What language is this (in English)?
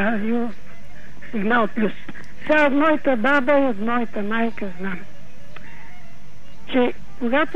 Bulgarian